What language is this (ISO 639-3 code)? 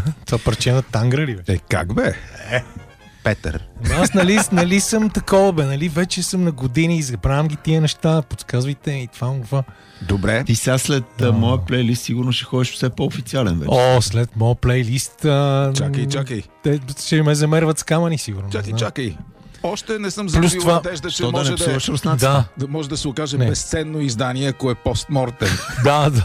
bul